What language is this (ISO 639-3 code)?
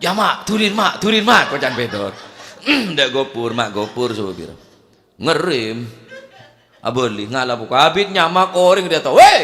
mad